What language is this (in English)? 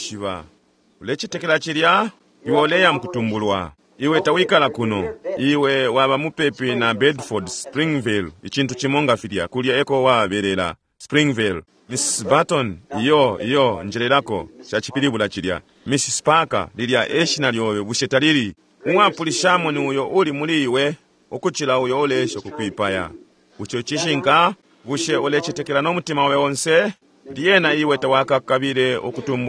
Bemba